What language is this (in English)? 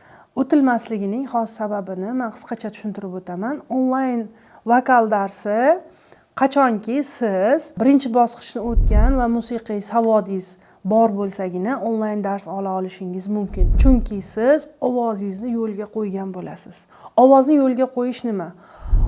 Uzbek